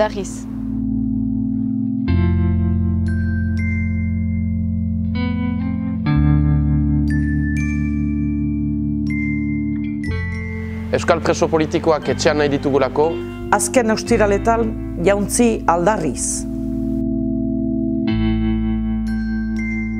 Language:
Basque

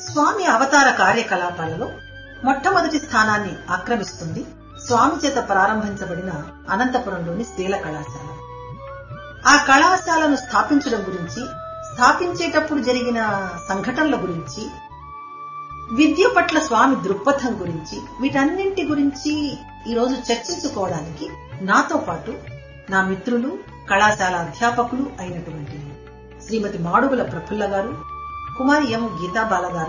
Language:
Telugu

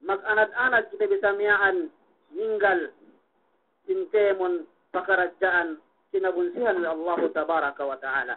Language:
Yakan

